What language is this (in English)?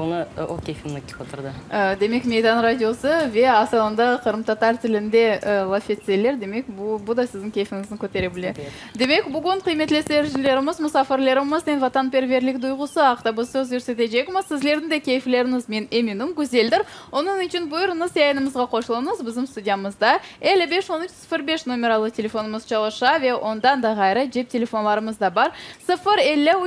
Crimean Tatar